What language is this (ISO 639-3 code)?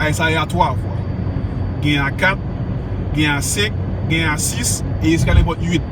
hat